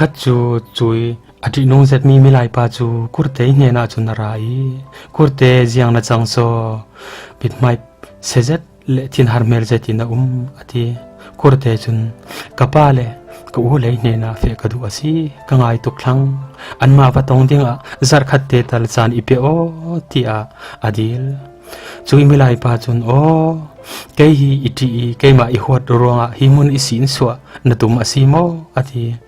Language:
Falam Chin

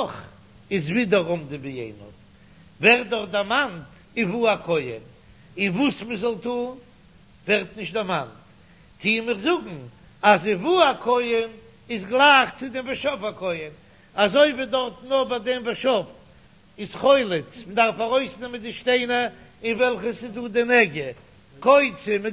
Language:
Yiddish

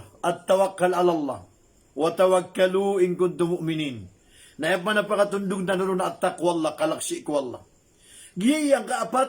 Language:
Maranao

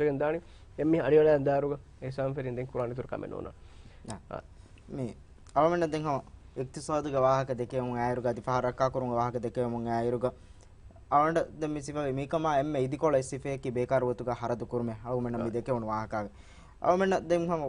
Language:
Divehi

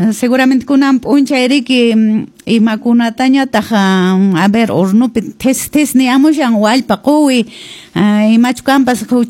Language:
Quechua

